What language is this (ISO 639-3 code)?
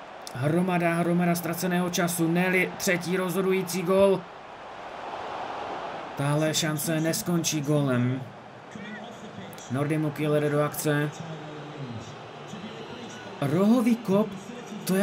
ces